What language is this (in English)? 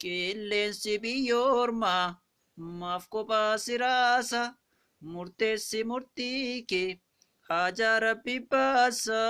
Oromo